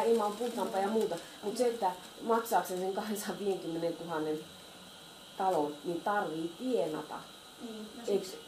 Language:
Finnish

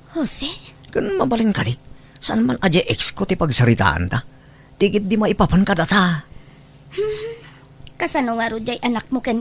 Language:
Iloko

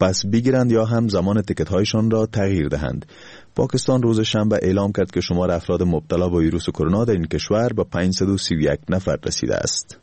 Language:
Persian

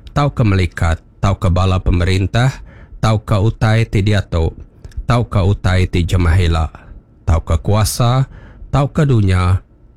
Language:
Iban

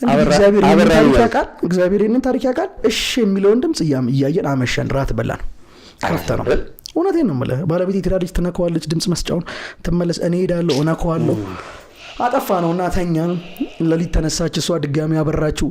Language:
Amharic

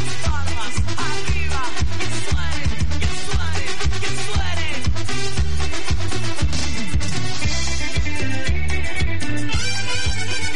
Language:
Spanish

